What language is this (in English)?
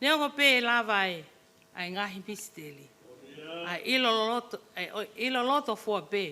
Tongan